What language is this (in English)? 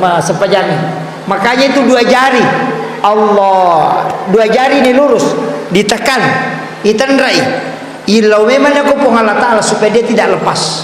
Buginese